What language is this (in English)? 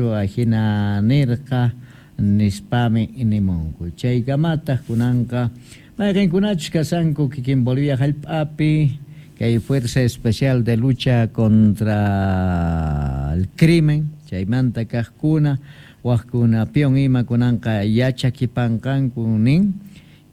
South Bolivian Quechua